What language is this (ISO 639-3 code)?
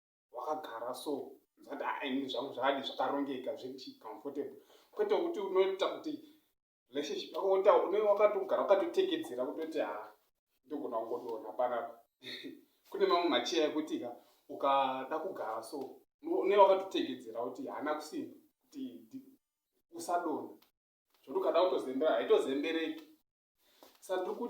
sna